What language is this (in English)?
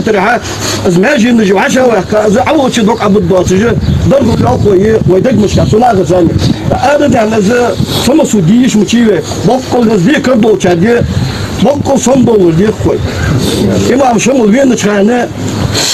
Ingush